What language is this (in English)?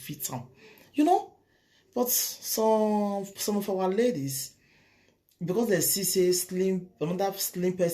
Nigerian Pidgin